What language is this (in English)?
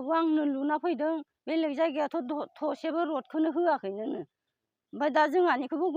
Bodo